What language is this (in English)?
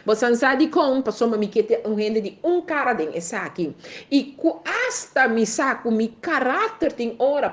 Papiamento